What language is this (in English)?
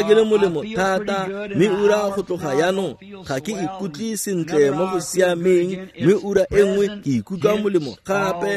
Tswana